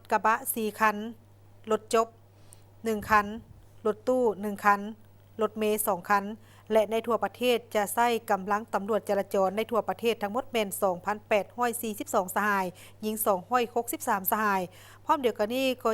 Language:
Lao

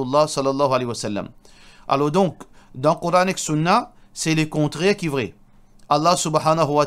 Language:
Morisyen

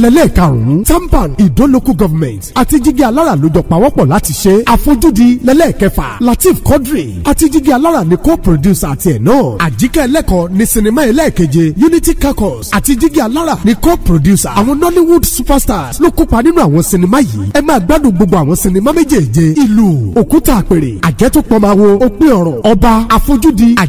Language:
Yoruba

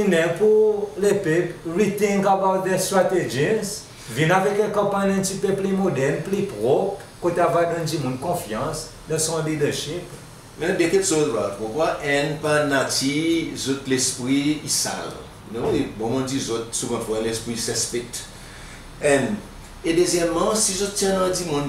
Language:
Seselwa Creole French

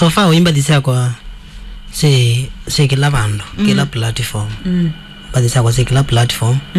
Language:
Kamba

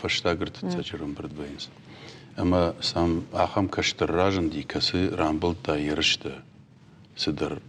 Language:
Ossetic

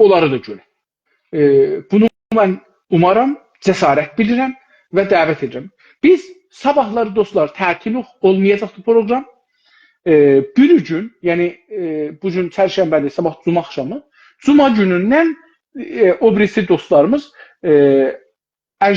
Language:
South Azerbaijani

